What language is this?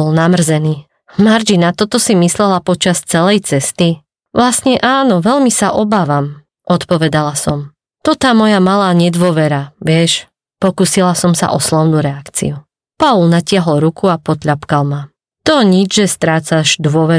Slovak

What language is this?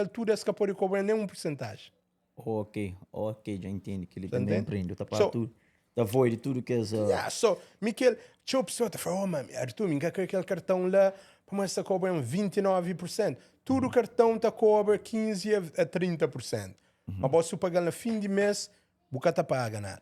Kabuverdianu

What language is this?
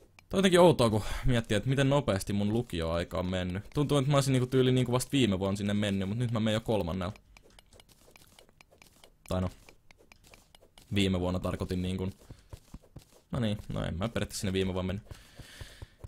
Finnish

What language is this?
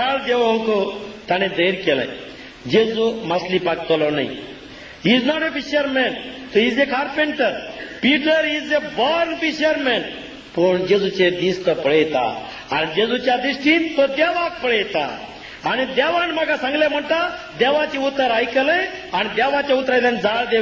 Konkani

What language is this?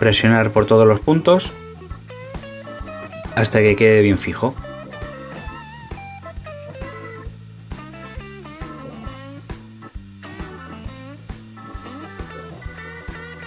Spanish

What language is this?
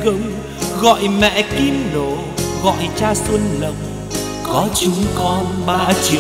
Vietnamese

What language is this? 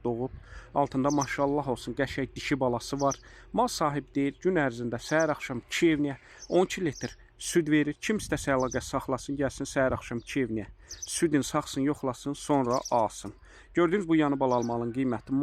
Azerbaijani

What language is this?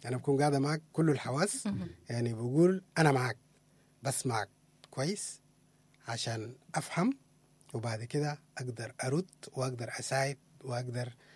Sudanese Arabic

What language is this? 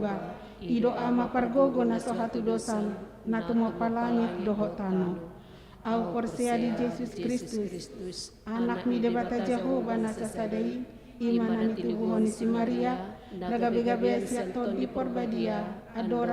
Batak Toba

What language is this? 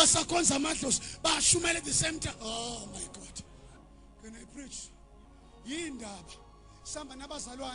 Zulu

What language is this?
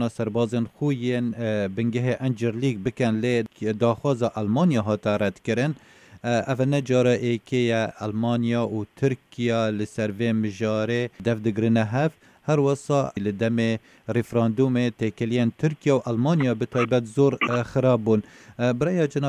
Kurdish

